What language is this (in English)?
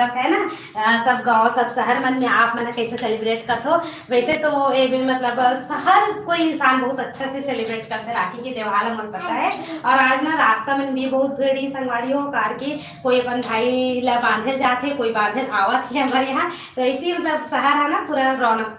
Chhattisgarhi